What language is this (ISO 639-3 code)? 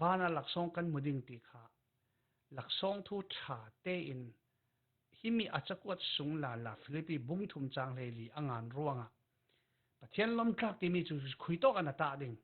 cfm